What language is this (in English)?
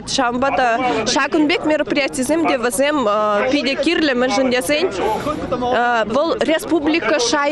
Chuvash